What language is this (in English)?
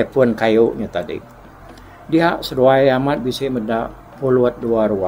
Iban